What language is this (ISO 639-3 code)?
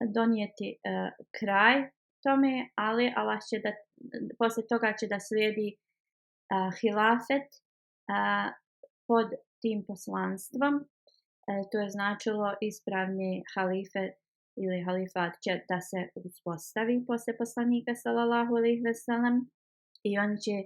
bos